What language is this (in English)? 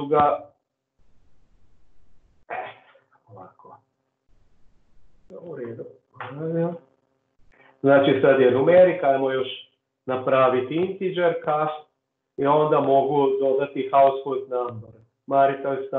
Croatian